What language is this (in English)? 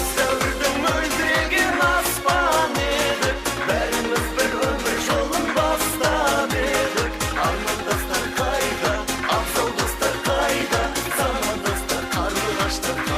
Kara-Kalpak